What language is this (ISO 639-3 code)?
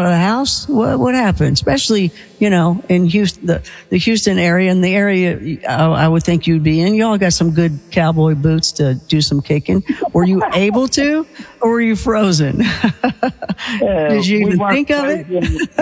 eng